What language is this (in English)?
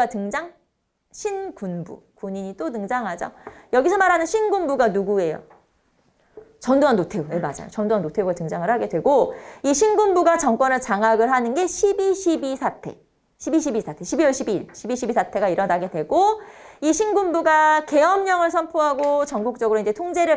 Korean